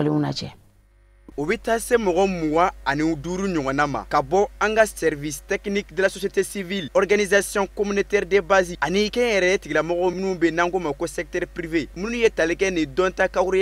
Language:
Bambara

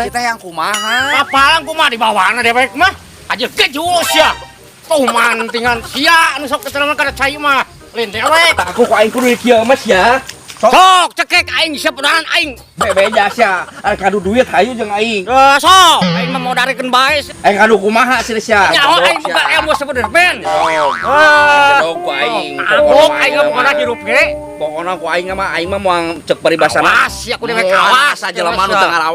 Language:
Sundanese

